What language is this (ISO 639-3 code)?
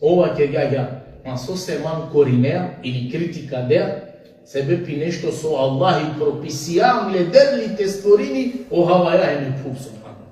rmn